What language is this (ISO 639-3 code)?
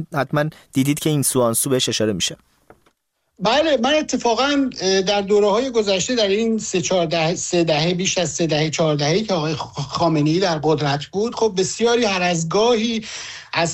fas